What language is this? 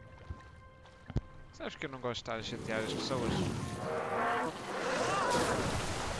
Portuguese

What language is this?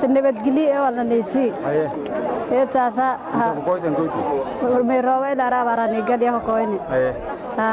Somali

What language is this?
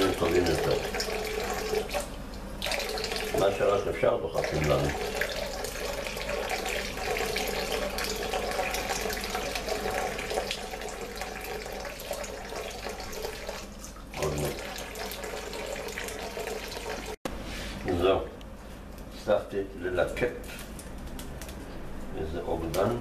Hebrew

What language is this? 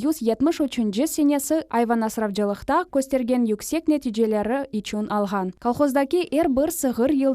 Crimean Tatar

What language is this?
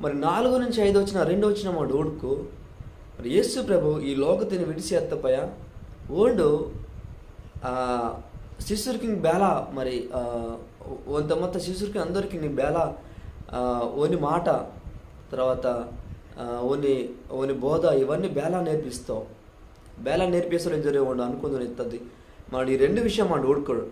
Koya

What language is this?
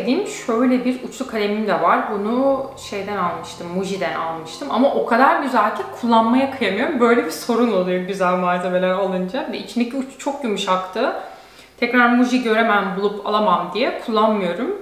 Turkish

